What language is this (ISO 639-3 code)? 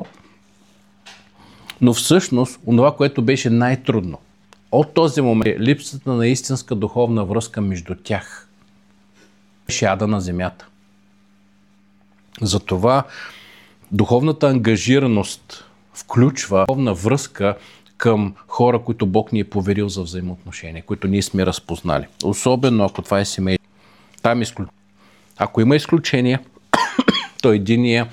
bul